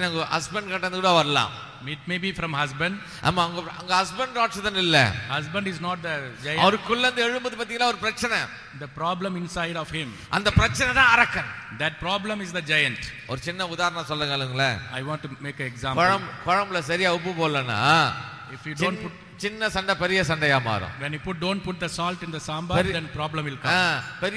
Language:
Tamil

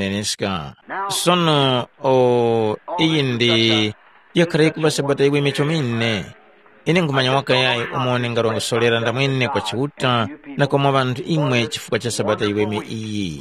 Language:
Tumbuka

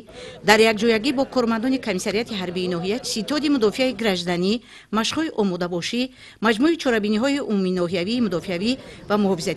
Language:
Tajik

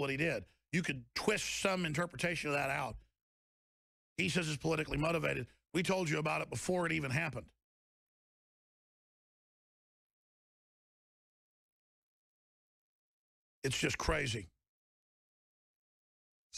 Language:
English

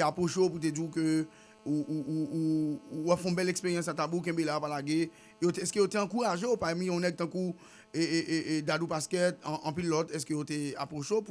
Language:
Haitian Creole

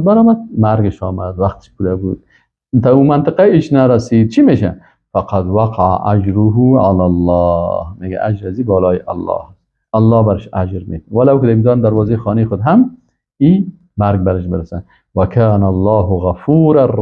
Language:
Persian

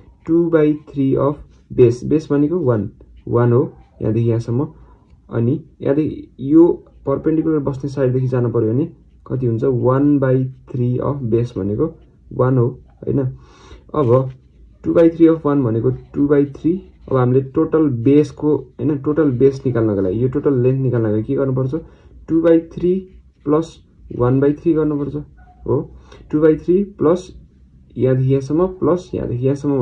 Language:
Nepali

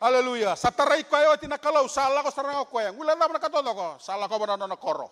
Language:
Fijian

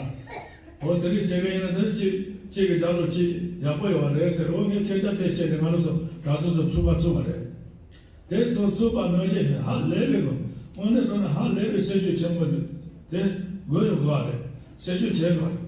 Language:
Tibetan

